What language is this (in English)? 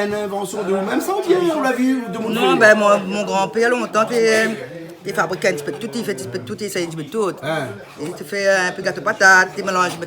Réunion Creole French